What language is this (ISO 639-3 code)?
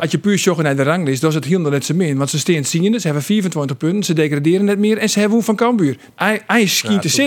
fry